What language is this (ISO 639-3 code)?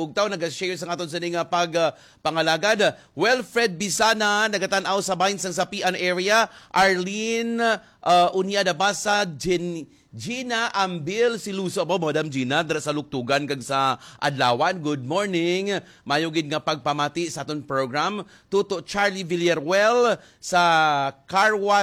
hil